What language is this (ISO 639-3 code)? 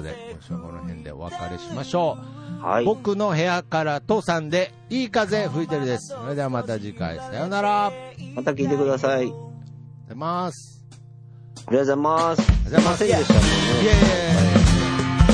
jpn